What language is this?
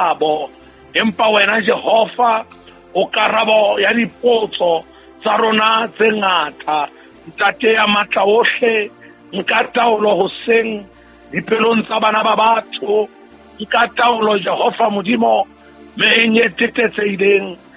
Southern Sotho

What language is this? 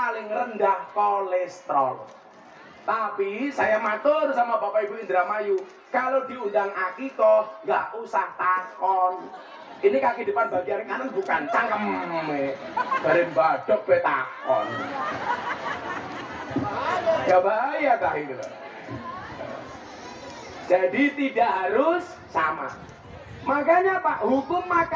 Javanese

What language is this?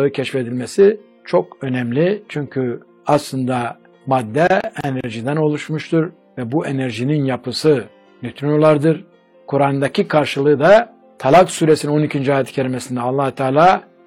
Turkish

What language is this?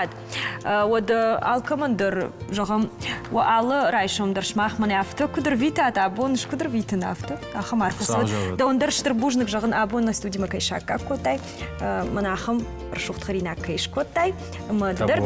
Ossetic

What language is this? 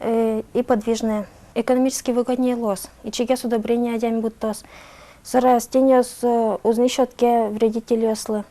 Udmurt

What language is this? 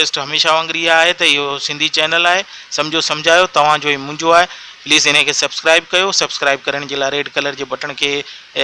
Sindhi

